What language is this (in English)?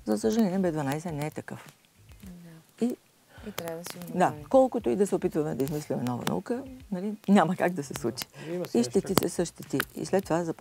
Bulgarian